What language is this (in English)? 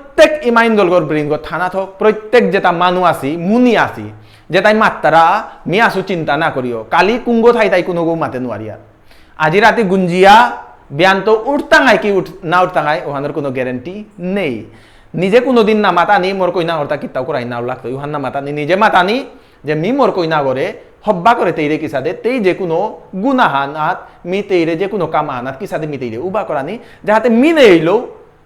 Bishnupriya